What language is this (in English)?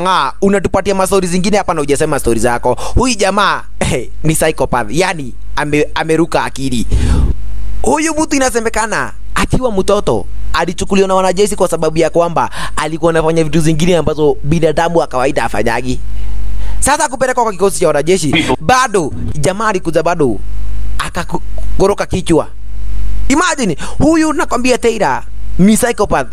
Swahili